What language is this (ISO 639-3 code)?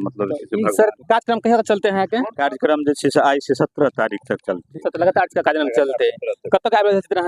mai